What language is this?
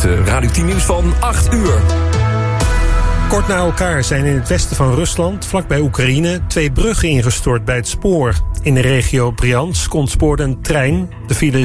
Dutch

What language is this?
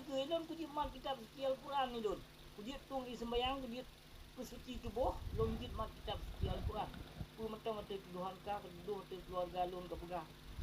Achinese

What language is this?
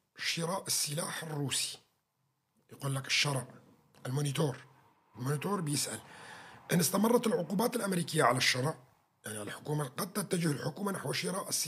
North Levantine Arabic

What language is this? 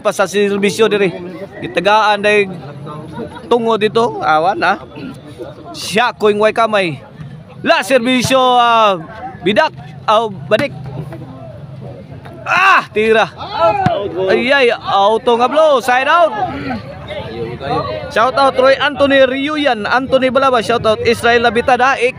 Cebuano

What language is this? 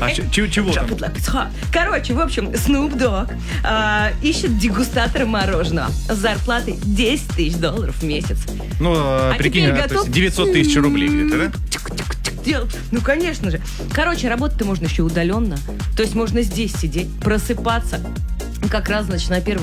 Russian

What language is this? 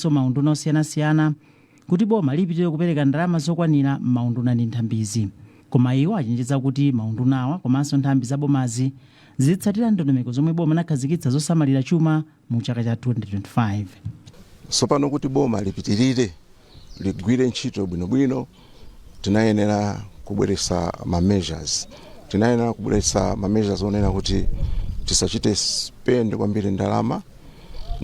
Nyanja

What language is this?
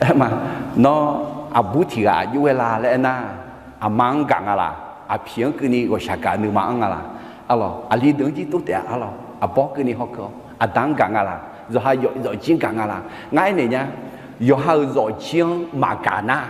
Akha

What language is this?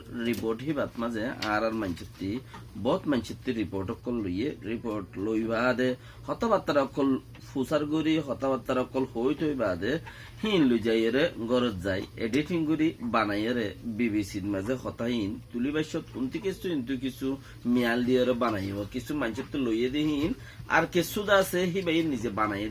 Rohingya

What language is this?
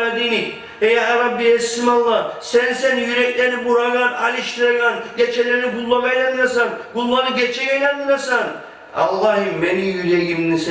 Kumyk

